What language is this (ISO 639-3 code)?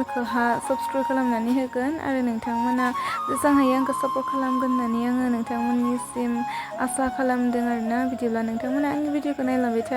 brx